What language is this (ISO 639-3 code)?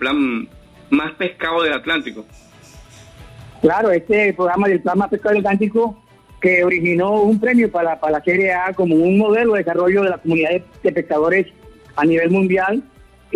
spa